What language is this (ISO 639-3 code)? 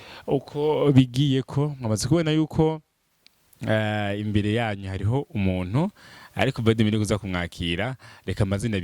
run